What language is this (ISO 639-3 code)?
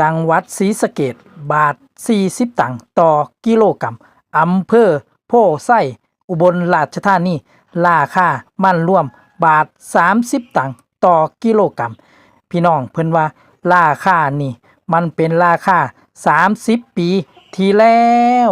tts